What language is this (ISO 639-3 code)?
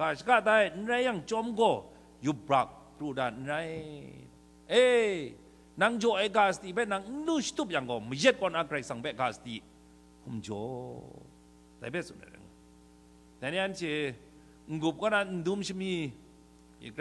kac